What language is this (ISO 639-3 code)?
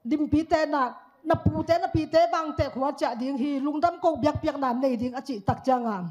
ctd